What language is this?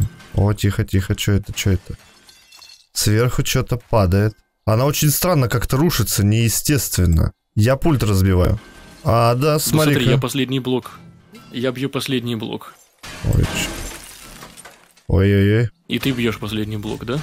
Russian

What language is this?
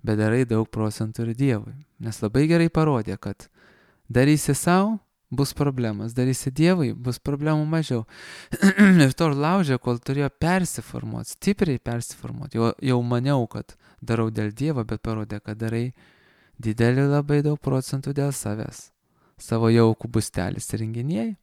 Lithuanian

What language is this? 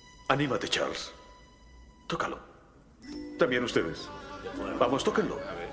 Spanish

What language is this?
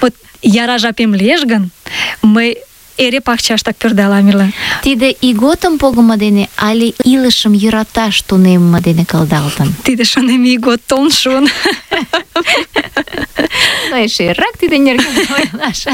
Mari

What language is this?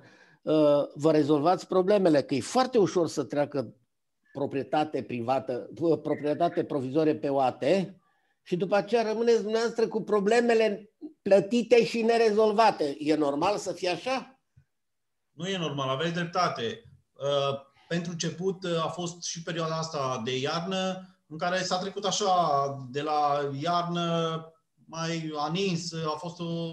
Romanian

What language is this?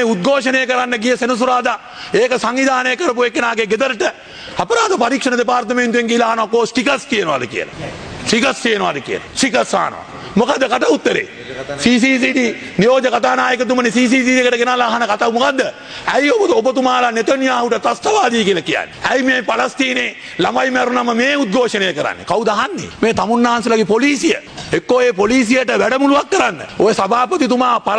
Sinhala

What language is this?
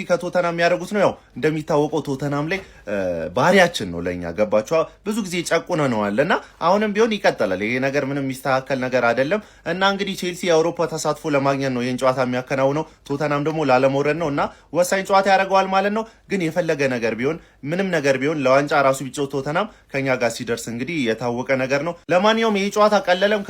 Amharic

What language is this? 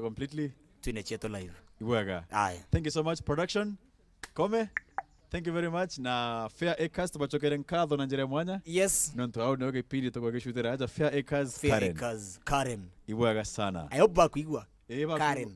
Meru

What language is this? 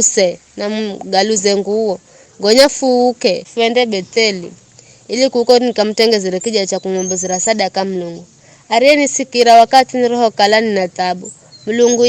Giryama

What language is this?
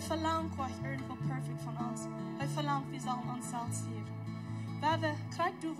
Plautdietsch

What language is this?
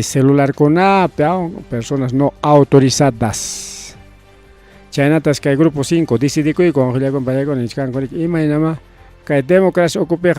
Ayacucho Quechua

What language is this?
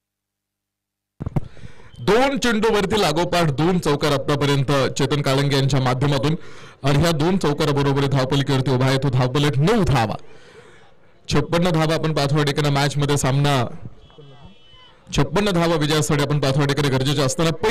Marathi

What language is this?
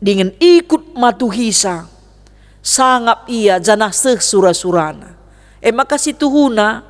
Batak Karo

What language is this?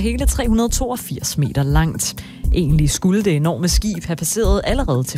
Danish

